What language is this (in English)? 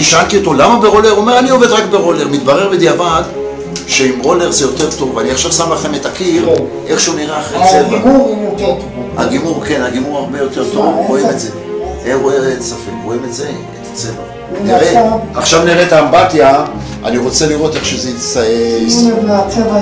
Hebrew